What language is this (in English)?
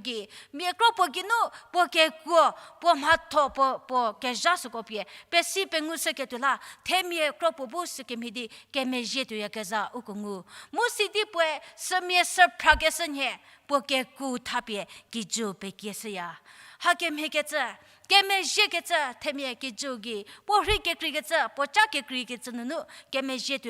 Angami Naga